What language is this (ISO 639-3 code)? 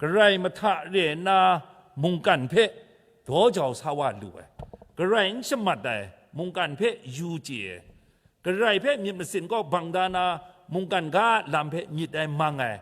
kac